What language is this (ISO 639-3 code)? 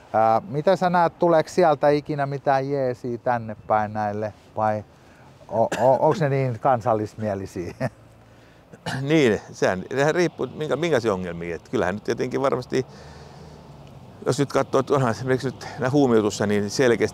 fin